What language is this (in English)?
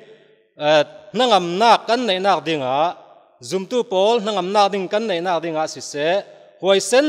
Falam Chin